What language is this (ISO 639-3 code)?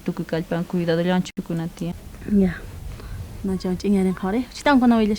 quh